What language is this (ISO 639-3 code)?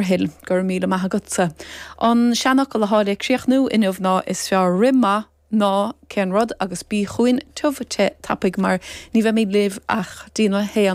gle